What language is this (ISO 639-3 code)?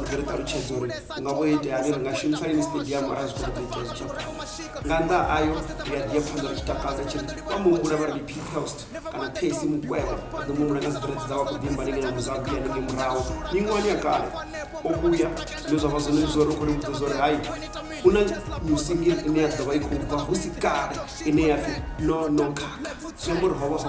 ven